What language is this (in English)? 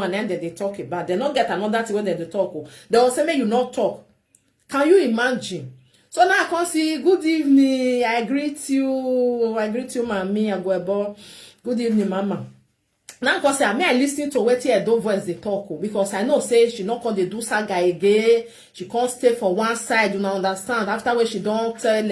Nigerian Pidgin